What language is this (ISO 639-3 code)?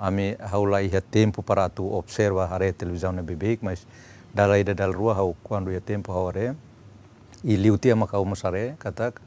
tet